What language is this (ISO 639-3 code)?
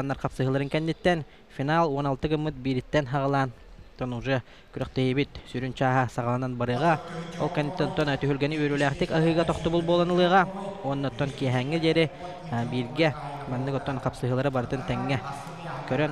sah